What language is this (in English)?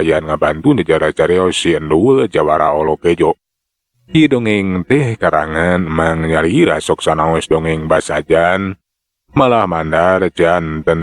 Sundanese